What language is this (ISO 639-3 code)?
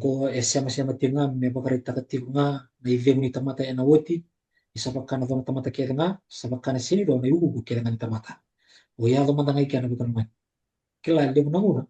fij